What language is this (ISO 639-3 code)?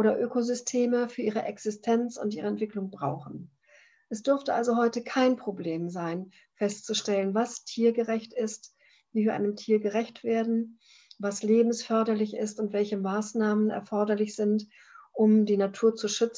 deu